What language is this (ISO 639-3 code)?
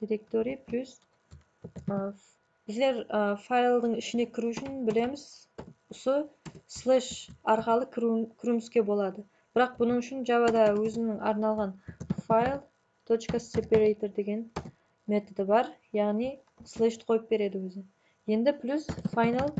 kaa